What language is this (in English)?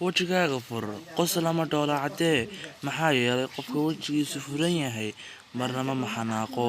Somali